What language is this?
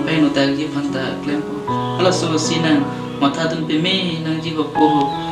Karbi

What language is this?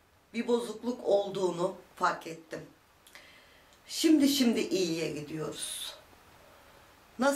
Turkish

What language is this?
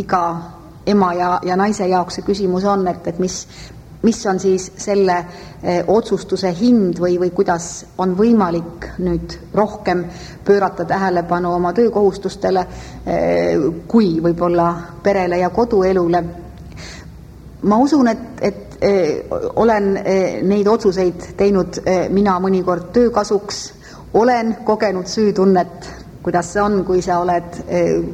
Estonian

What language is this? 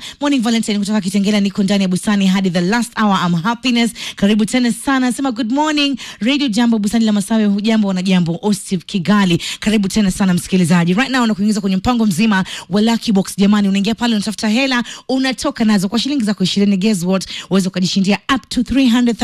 Swahili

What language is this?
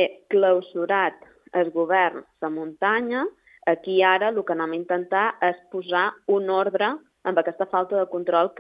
Catalan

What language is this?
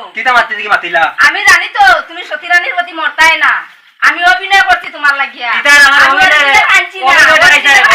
Sylheti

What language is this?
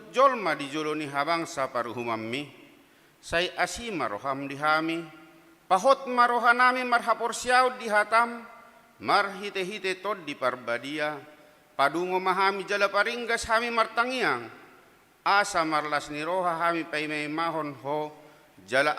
Batak Toba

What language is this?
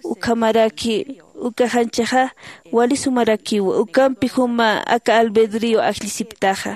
Aymara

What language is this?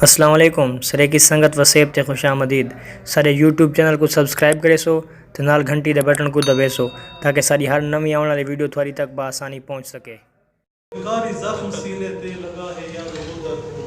Saraiki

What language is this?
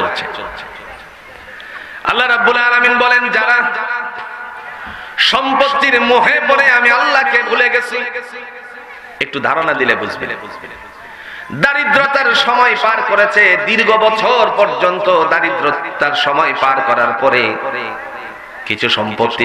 Bangla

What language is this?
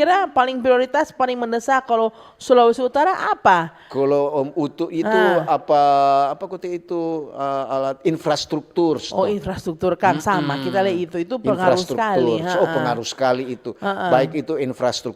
Manado Malay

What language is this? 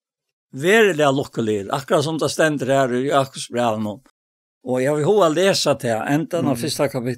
Faroese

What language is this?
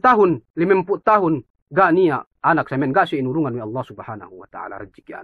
Yakan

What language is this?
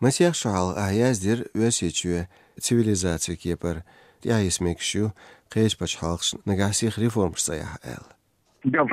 Chechen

